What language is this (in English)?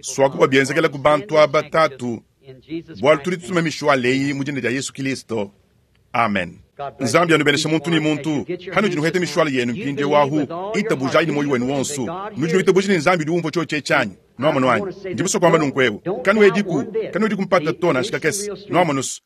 Luba-Lulua